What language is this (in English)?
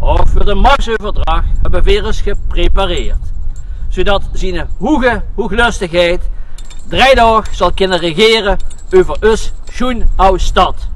Limburgish